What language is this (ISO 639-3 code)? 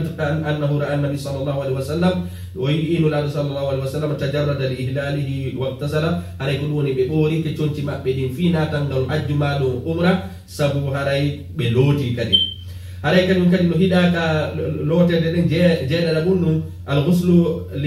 ful